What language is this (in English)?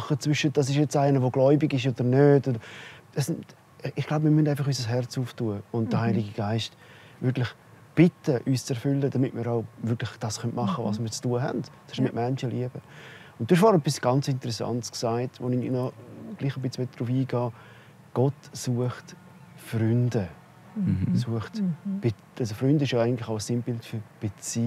Swiss German